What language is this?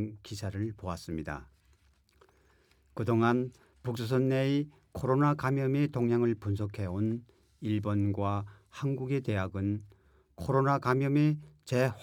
Korean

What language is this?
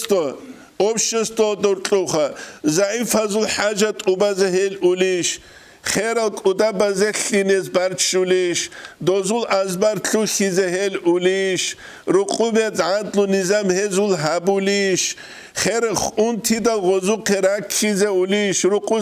Avaric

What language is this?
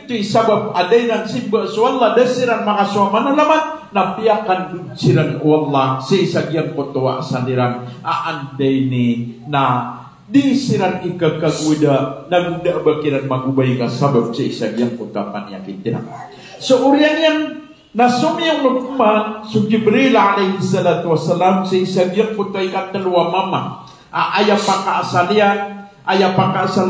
Maranao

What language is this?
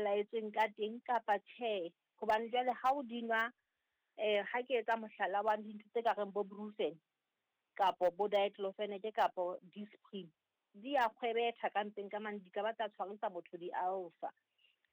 Southern Sotho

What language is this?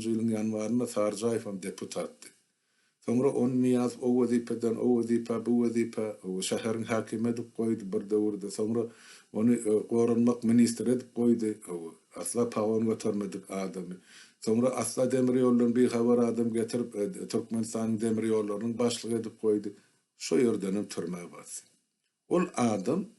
Turkmen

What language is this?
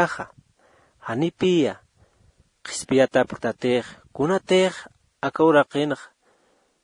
Aymara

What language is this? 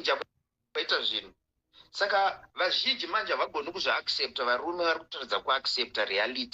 Shona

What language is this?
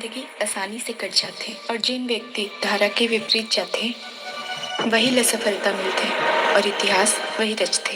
Chhattisgarhi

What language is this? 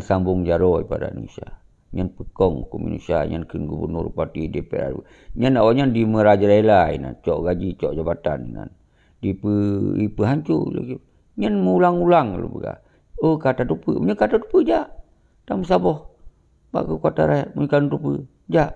Achinese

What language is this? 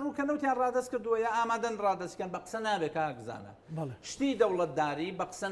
Central Kurdish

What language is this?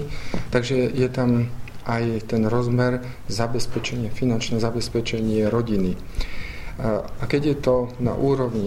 Slovak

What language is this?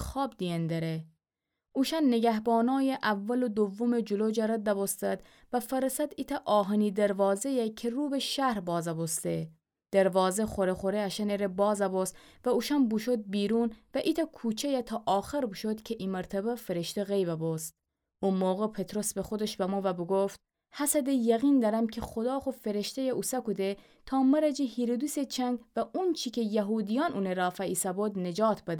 Gilaki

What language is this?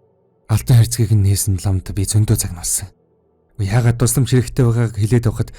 Mongolian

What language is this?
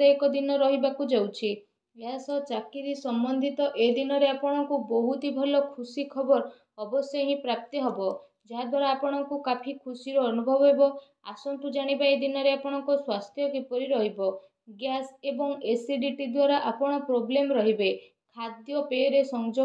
Odia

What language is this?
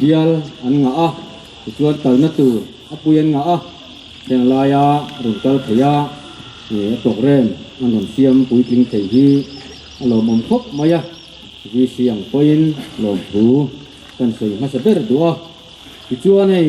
Mizo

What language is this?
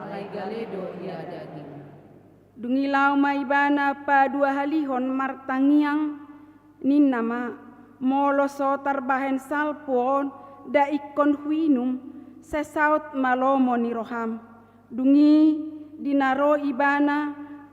Batak Toba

